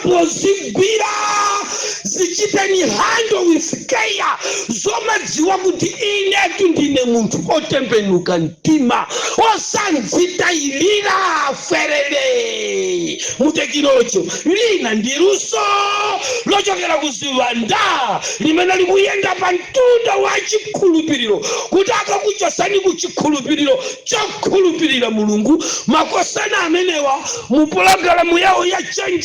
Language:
Nyanja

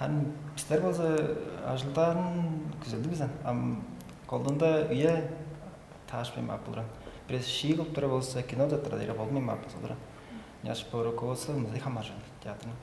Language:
Tuvinian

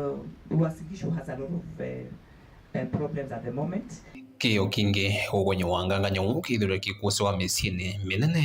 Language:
Kamba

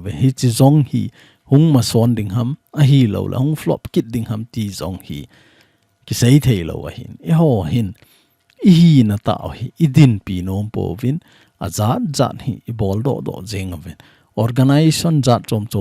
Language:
Thado Chin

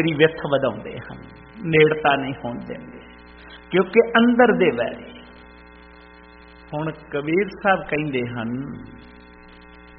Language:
Punjabi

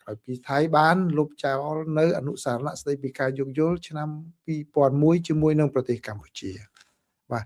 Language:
Khmer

